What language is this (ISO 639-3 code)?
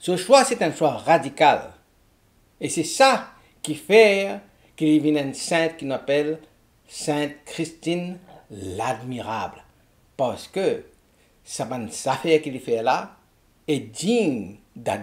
mfe